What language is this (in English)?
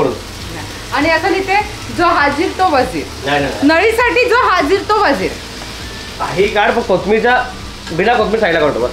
Marathi